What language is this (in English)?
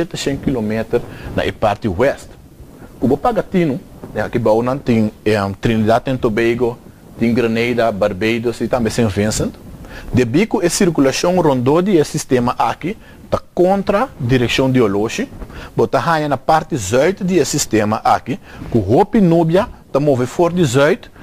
Papiamento